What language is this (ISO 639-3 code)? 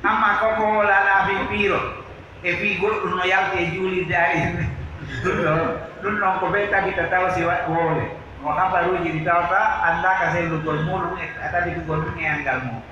fuf